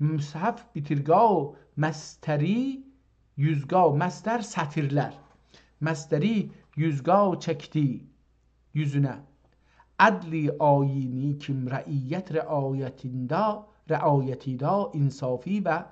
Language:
South Azerbaijani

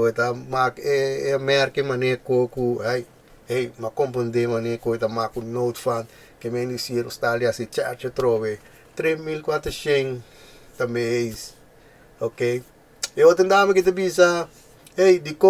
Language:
Papiamento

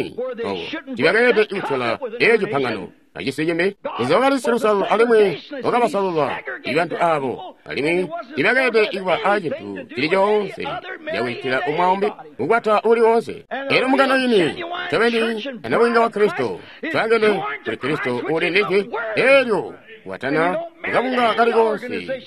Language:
Tonga (Zambia)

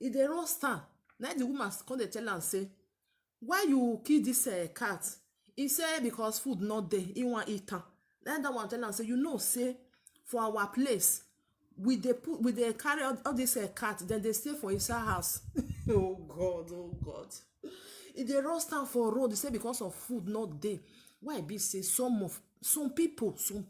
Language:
Nigerian Pidgin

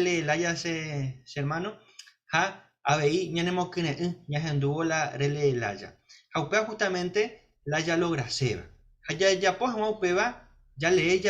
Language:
Guarani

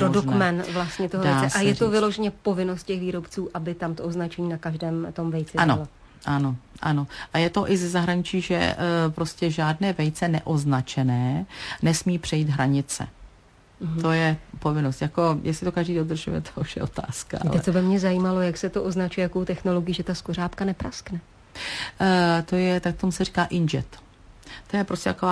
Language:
Czech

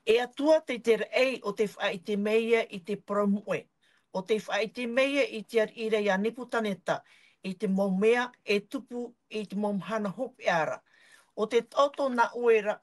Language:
Tahitian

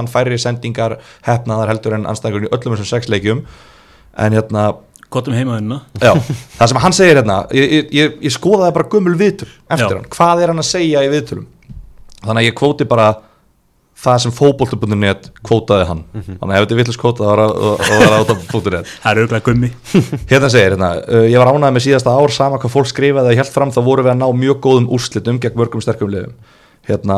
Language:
Icelandic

